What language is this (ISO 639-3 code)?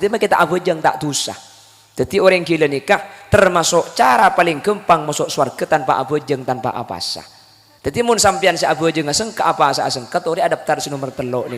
mad